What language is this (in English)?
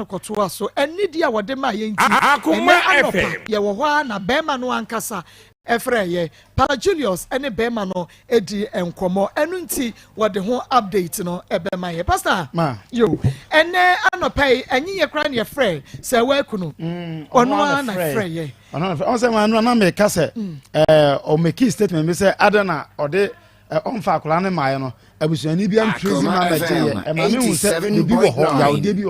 Akan